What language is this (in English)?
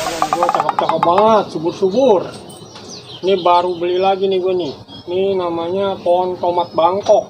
Betawi